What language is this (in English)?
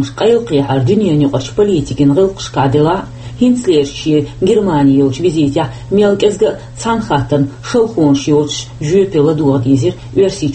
Chechen